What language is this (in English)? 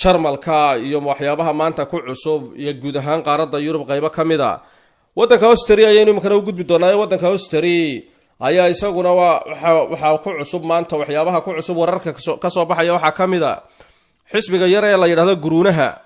Somali